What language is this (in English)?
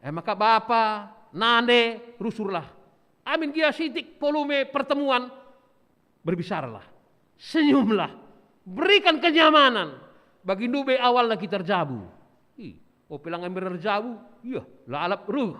Batak Karo